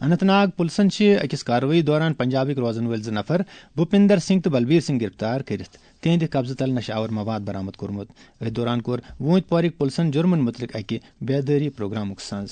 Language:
Kashmiri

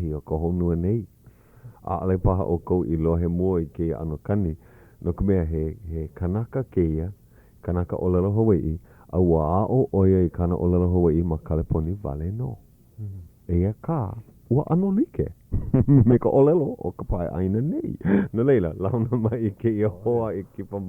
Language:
Hawaiian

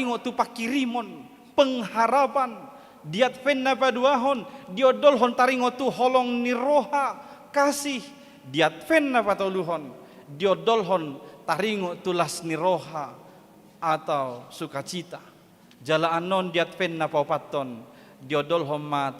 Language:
Batak Toba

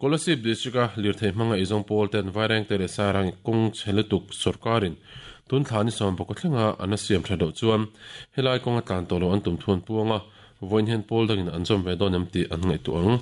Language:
Mizo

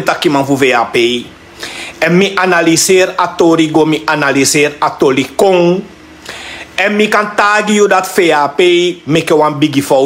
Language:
Sranan Tongo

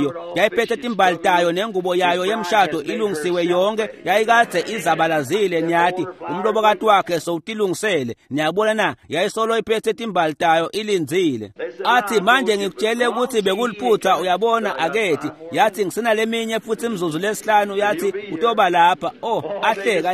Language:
Swati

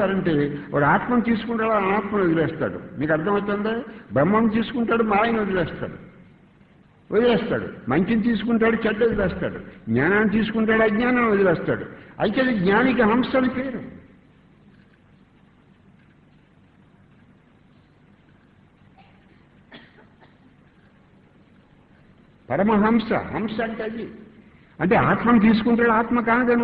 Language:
Telugu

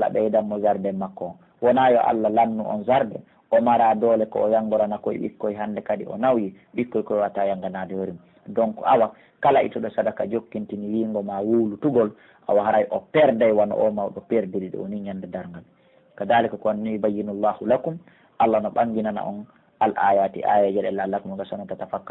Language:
Pular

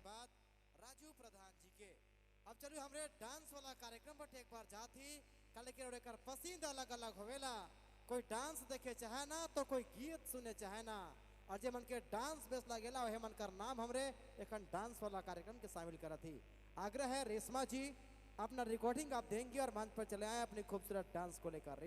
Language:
Sadri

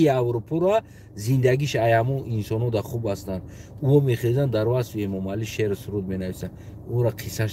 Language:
Tajik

